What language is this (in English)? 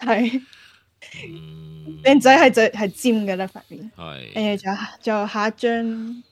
Cantonese